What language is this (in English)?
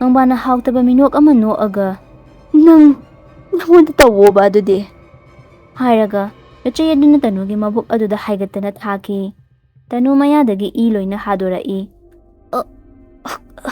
Manipuri